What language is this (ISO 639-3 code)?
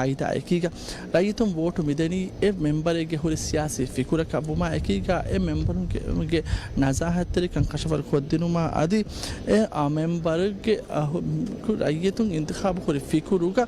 div